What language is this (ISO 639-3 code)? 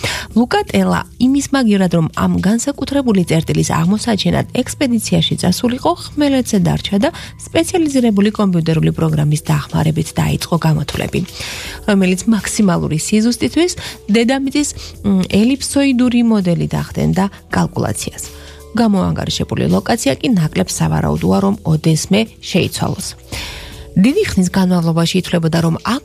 kat